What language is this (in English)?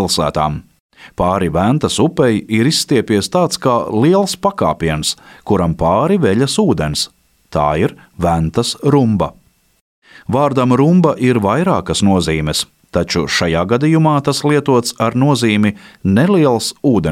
Latvian